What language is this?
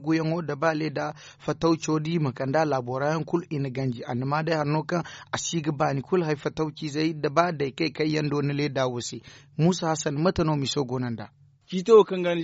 Zarma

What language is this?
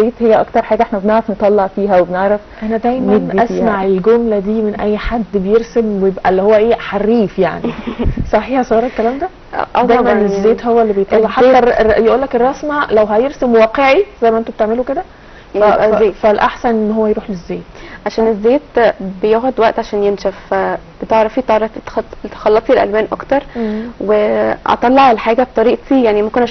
Egyptian Arabic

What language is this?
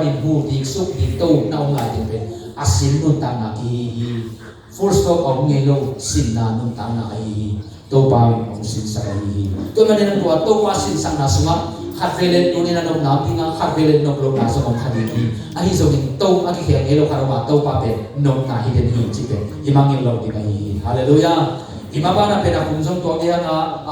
Tedim Chin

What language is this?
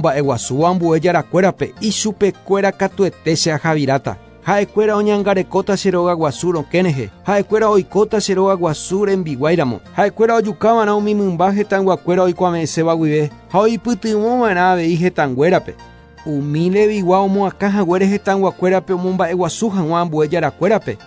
Guarani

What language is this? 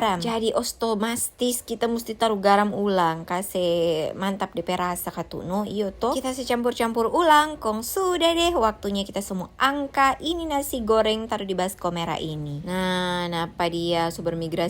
Manado Malay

